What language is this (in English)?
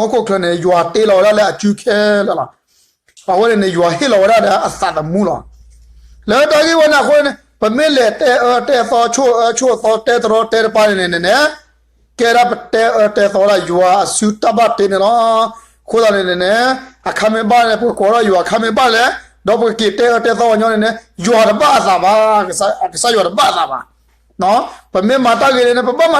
S'gaw Karen